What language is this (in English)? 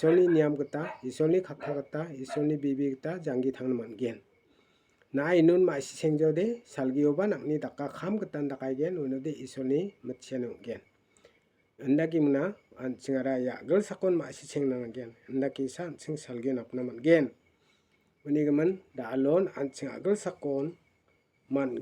Garo